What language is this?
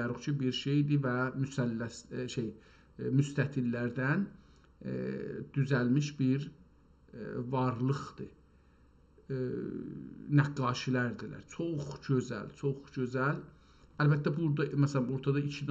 South Azerbaijani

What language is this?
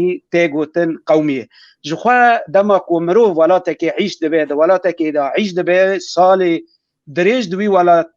Kurdish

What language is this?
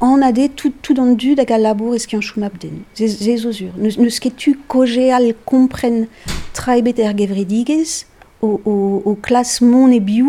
Breton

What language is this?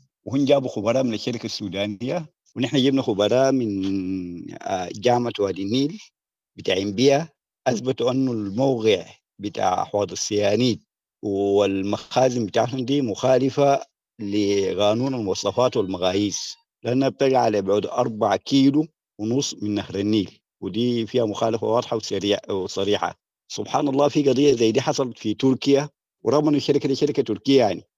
Sudanese Arabic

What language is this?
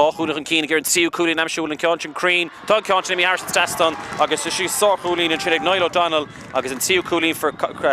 Irish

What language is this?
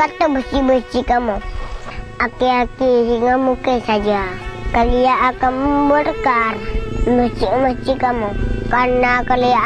Achinese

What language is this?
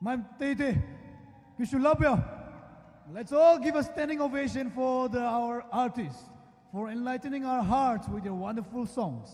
Poumei Naga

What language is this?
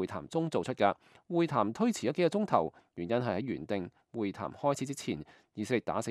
Cantonese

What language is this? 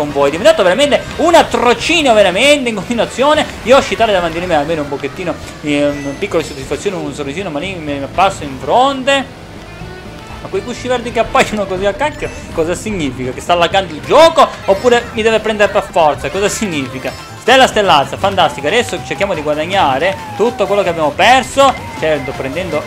Italian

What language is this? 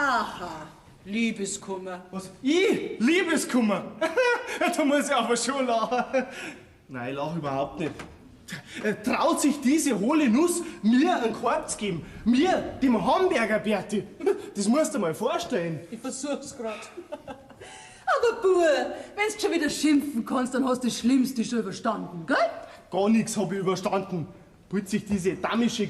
Bavarian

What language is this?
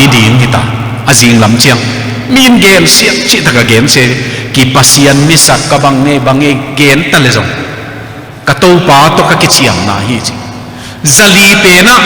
Tedim Chin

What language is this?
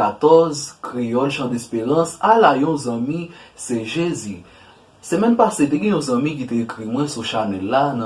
Haitian Creole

